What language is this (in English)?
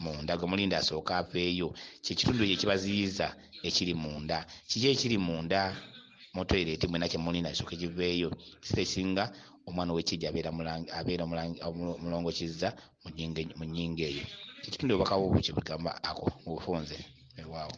Ganda